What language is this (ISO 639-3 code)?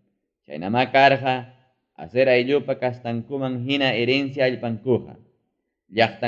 quy